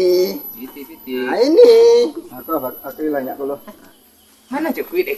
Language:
Minangkabau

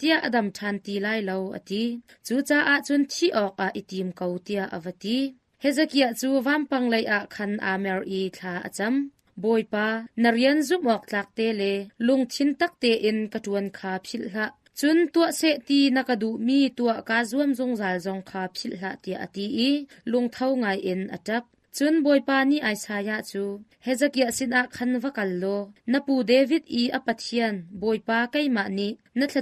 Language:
Hakha Chin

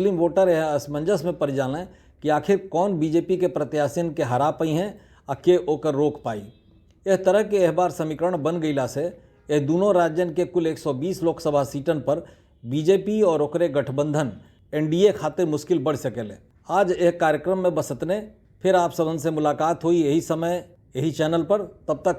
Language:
Bhojpuri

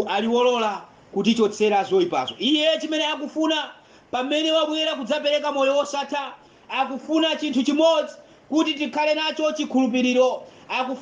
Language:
Nyanja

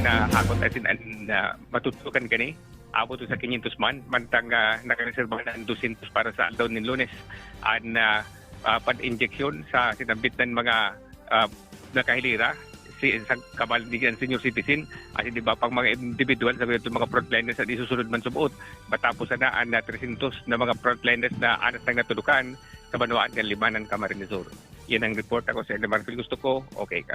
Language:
Bikol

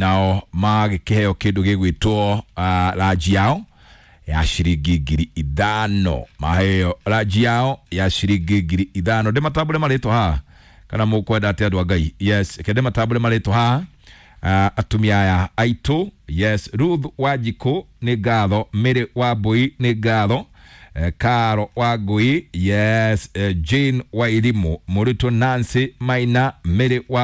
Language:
Kikuyu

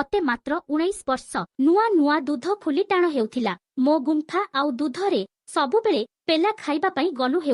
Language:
Odia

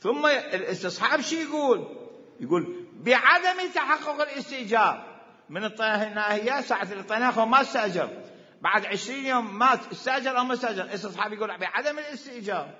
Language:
Mesopotamian Arabic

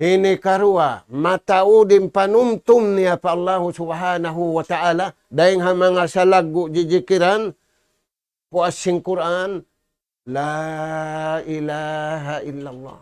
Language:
Tausug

